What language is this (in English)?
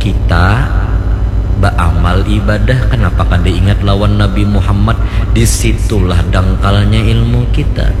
Banjar